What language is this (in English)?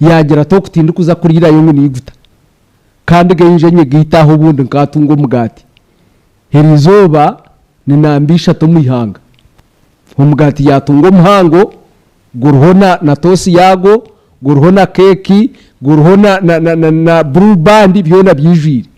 Nyankole